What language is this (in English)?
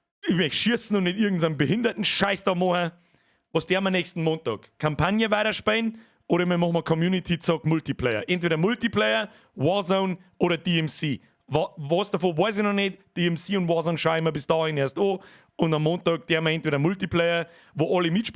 Bavarian